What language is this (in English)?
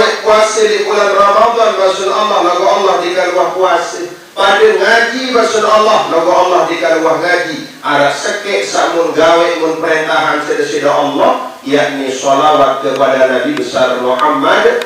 Sasak